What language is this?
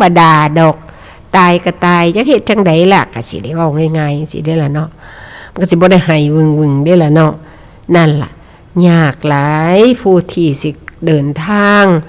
Northeastern Thai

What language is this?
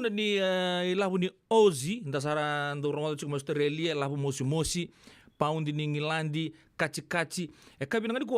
Fijian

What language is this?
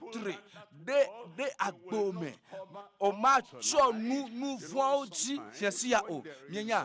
Ewe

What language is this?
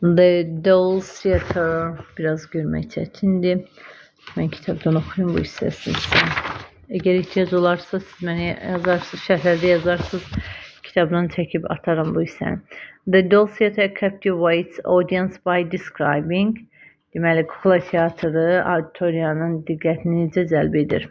Azerbaijani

